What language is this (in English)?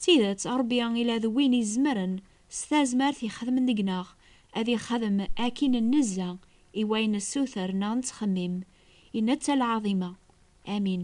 Kabyle